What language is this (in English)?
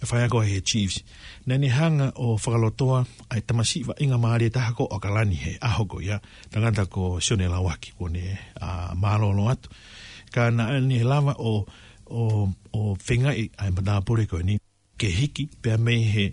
Tongan